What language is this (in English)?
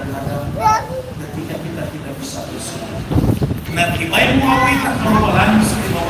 Nias